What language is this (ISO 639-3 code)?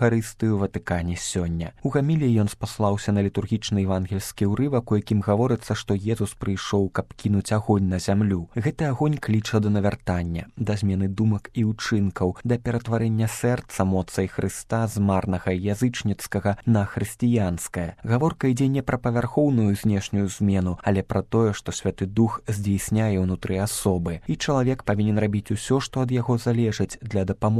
bel